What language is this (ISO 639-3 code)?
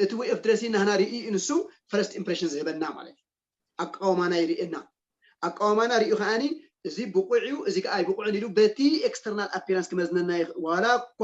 tir